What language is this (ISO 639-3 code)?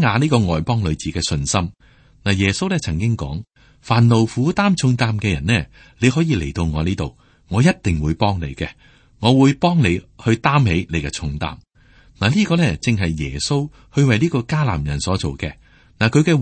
yue